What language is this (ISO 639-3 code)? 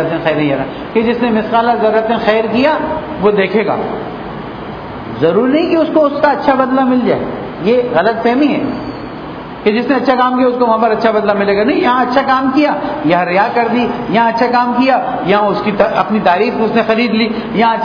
urd